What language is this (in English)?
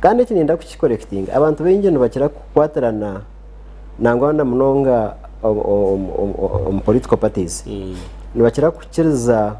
Nyankole